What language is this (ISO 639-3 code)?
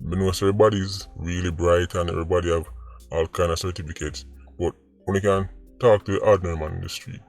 jam